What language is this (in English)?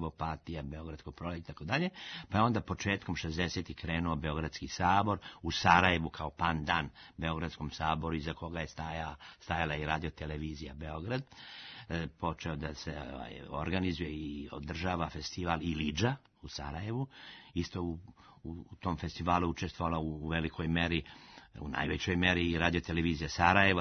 Serbian